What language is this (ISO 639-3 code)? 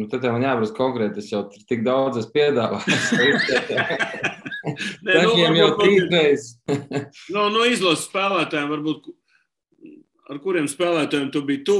lav